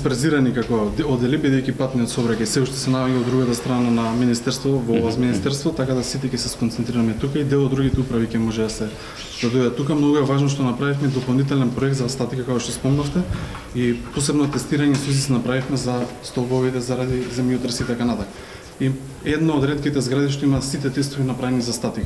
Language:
Macedonian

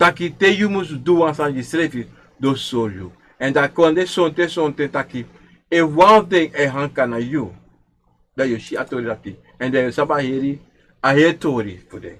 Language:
Sranan Tongo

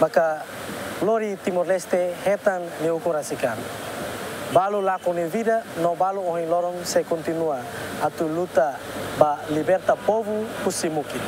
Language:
Tetum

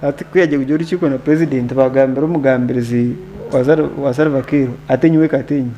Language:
Nyankole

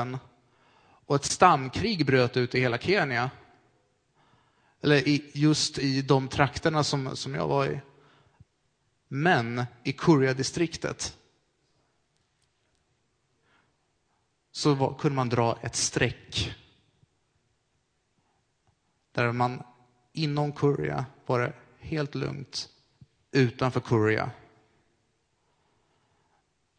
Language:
Swedish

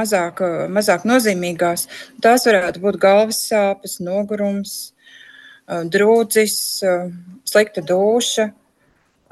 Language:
Latvian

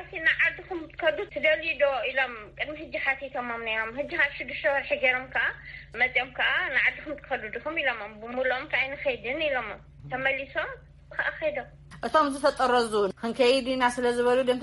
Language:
Tigrinya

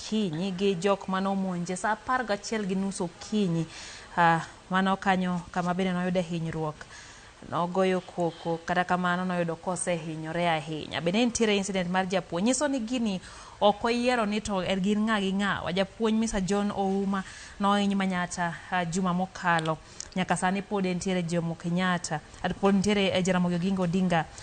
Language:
Luo (Kenya and Tanzania)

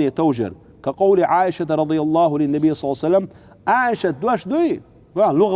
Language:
Chechen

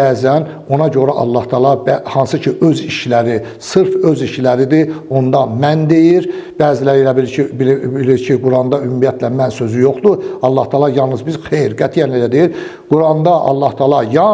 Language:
Azerbaijani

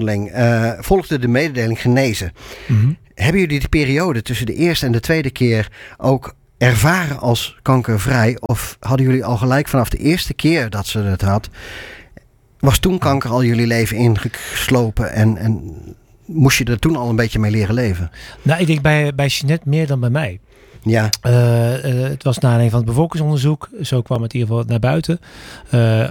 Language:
Dutch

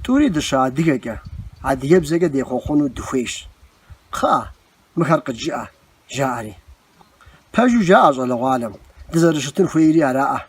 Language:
Kabardian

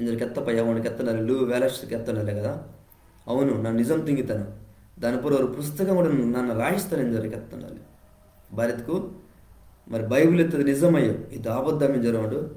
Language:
Koya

